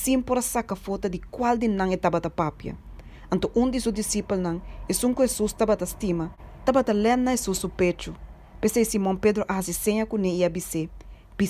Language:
Papiamento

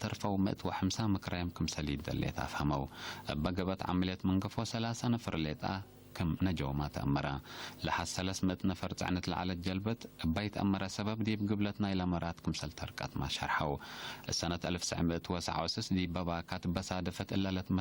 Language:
Tigre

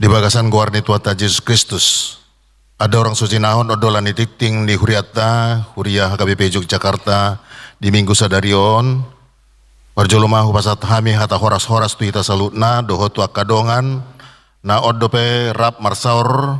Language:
Batak Toba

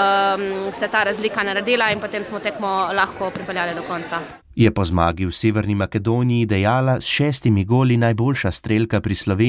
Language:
Slovenian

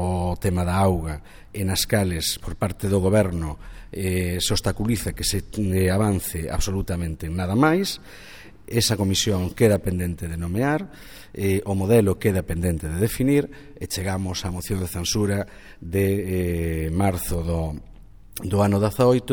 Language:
Galician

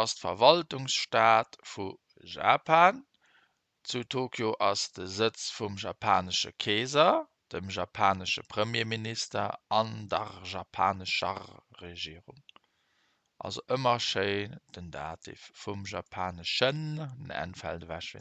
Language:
Luxembourgish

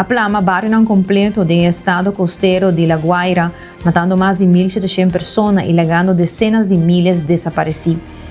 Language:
Papiamento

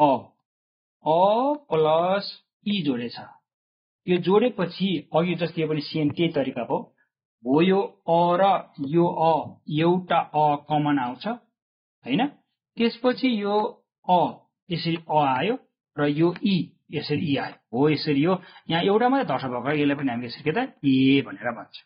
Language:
Nepali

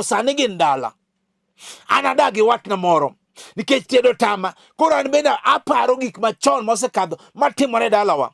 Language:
Luo (Kenya and Tanzania)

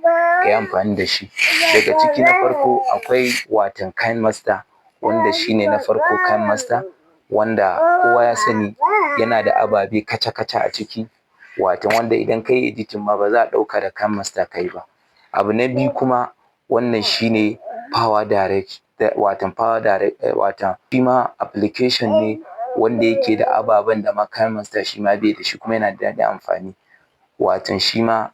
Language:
Hausa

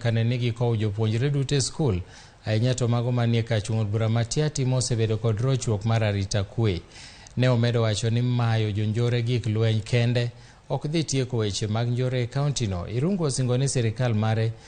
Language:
Luo (Kenya and Tanzania)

